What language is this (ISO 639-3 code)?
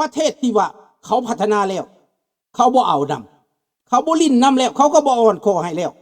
lao